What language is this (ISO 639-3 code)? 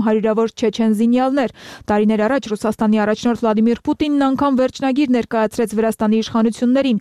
hye